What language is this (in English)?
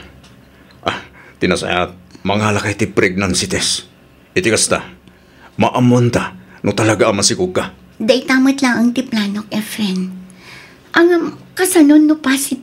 Iloko